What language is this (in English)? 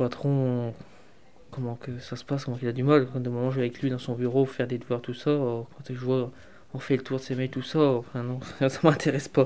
French